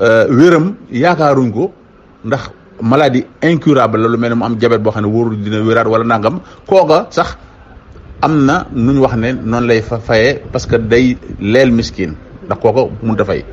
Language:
Wolof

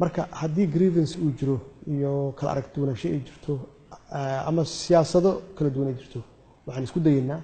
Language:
Somali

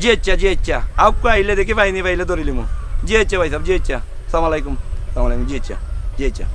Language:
Sylheti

